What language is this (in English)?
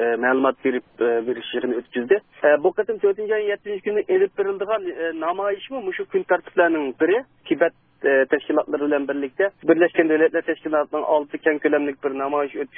Uyghur